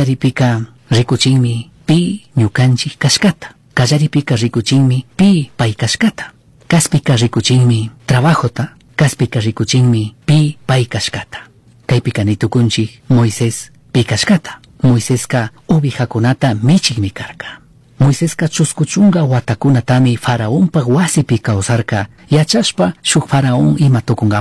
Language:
Chimborazo Highland Quichua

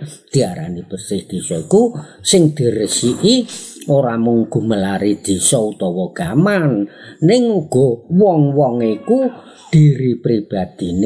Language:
Javanese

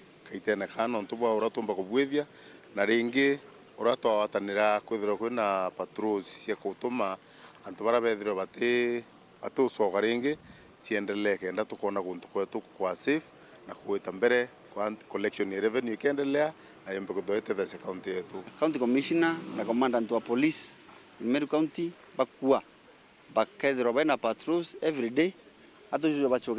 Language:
Meru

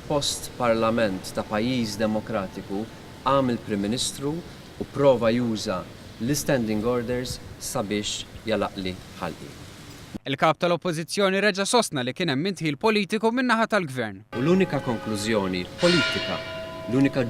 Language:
Maltese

